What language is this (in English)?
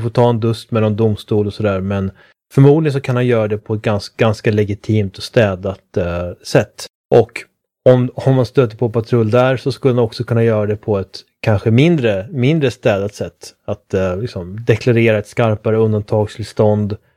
Swedish